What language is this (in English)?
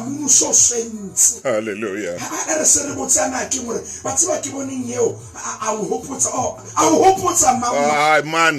Southern Sotho